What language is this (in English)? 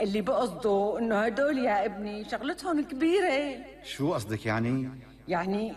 North Levantine Arabic